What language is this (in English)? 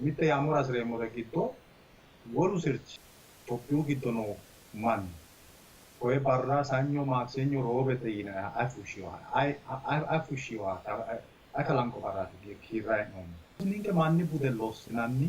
Sidamo